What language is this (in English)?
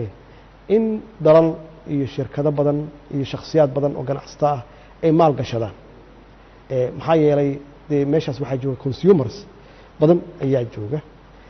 Somali